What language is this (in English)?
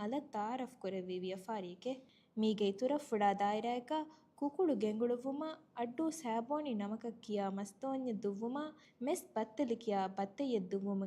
Divehi